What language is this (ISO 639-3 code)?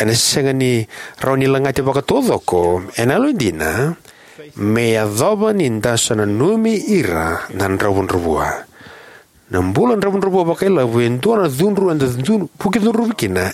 fij